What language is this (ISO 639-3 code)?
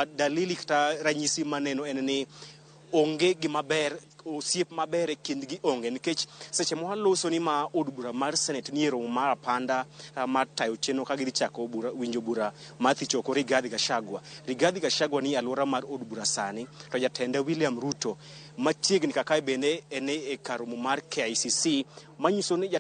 luo